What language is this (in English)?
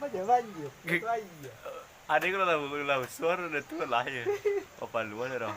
Minangkabau